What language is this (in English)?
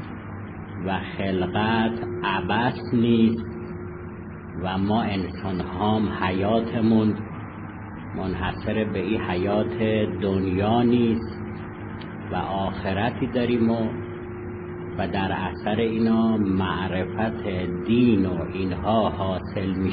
Persian